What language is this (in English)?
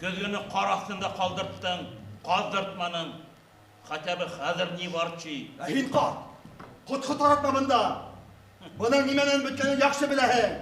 Bashkir